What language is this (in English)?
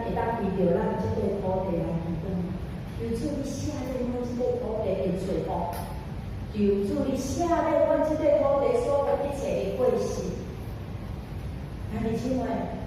Min Nan Chinese